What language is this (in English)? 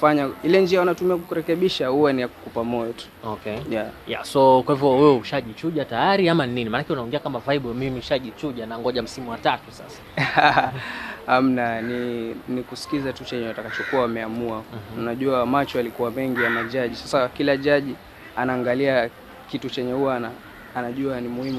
Swahili